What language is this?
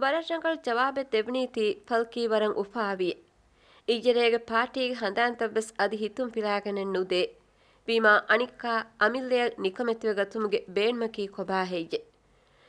Divehi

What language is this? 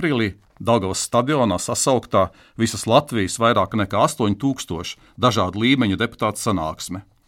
Latvian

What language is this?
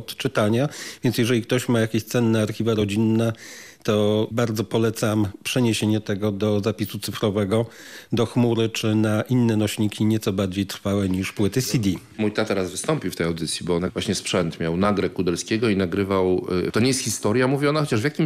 Polish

